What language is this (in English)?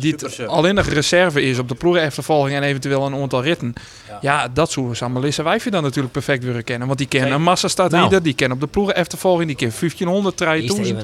Western Frisian